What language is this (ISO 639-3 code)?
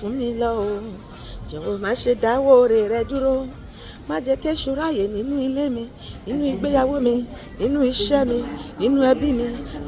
yor